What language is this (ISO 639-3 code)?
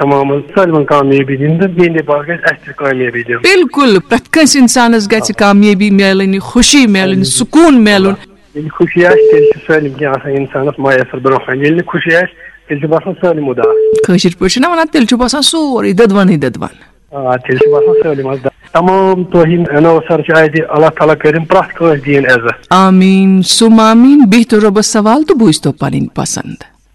kas